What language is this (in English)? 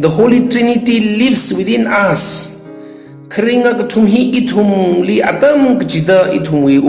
Tangkhul Naga (India)